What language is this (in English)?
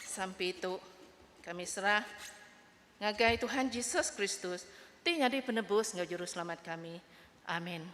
Iban